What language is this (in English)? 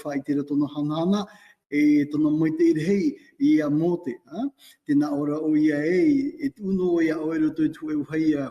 Tahitian